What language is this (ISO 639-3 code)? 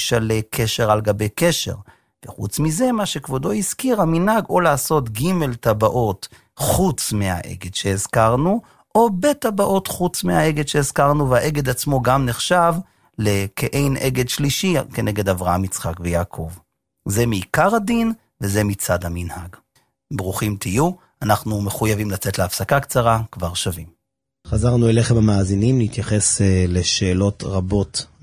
heb